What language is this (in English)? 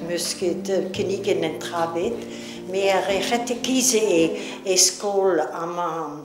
Breton